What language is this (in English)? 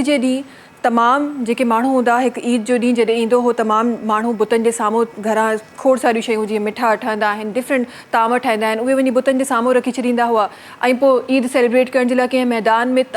Sindhi